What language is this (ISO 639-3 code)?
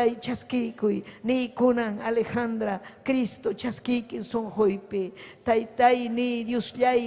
quy